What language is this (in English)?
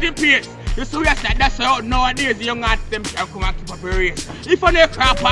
Jamaican Creole English